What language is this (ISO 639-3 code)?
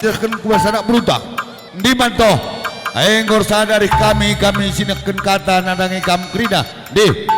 btx